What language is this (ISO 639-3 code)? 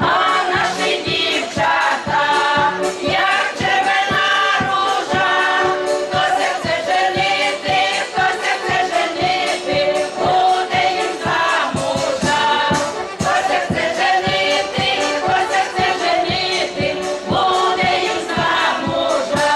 rue